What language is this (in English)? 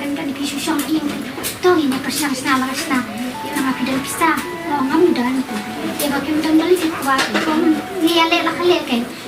Khasi